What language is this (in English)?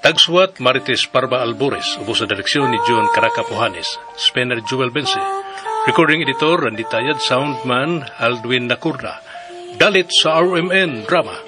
Cebuano